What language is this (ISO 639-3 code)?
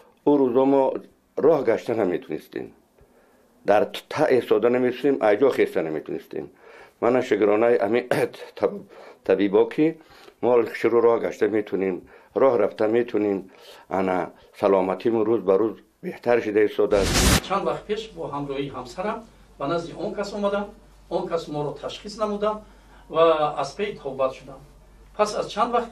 tgk